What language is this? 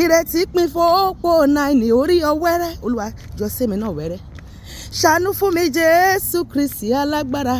Yoruba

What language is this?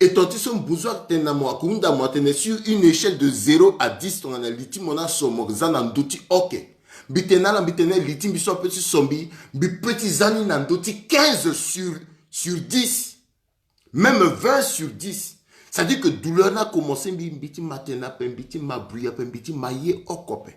Sango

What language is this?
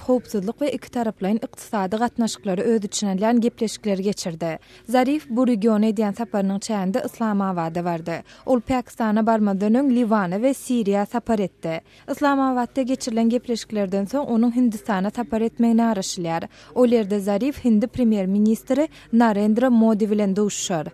Turkmen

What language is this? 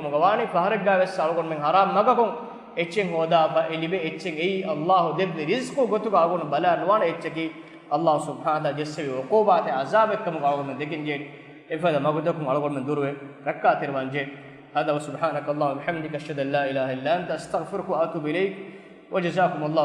Divehi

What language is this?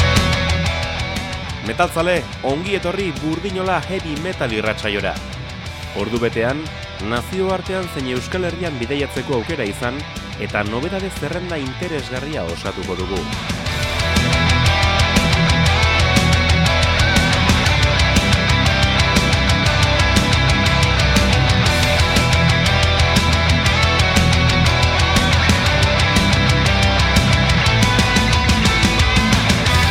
Basque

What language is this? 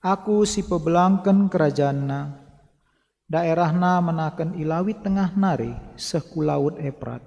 Batak Karo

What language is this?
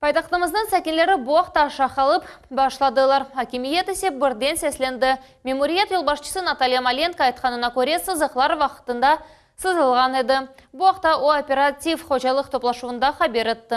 Crimean Tatar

